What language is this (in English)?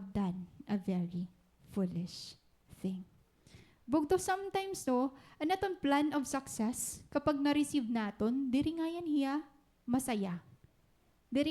Waray